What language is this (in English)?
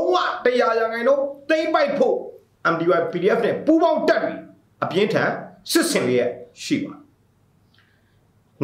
Burmese